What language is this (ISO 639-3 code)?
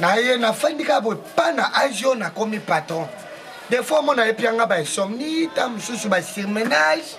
lin